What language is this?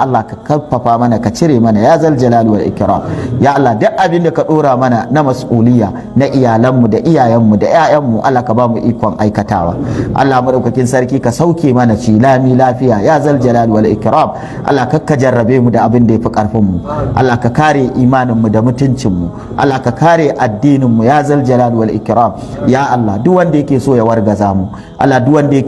Hausa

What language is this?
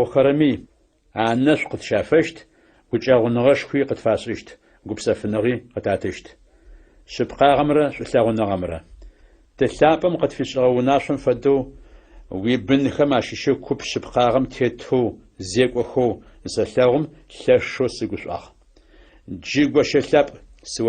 Adyghe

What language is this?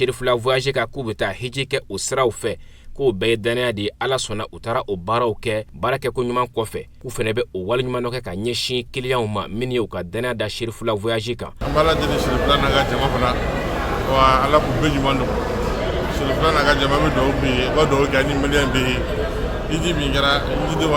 Bambara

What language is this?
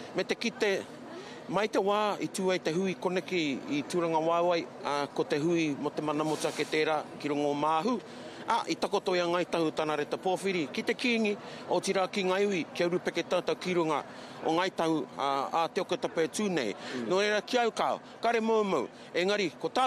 Māori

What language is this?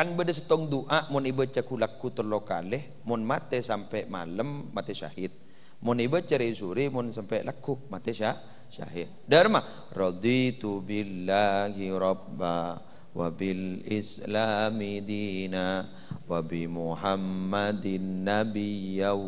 Madurese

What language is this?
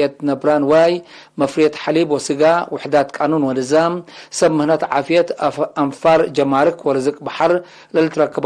Tigre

